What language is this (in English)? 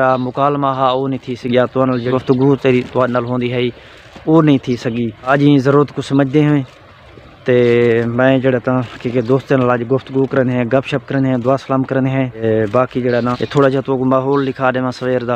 Saraiki